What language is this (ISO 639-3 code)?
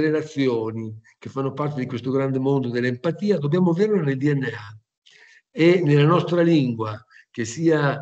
ita